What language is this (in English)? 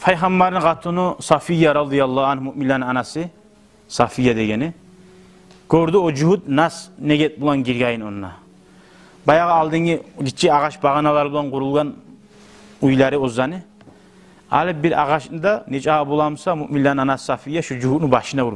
Kumyk